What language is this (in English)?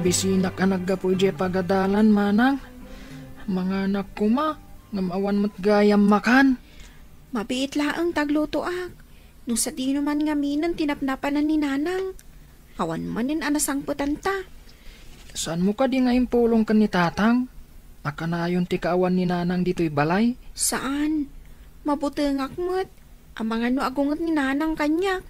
Iloko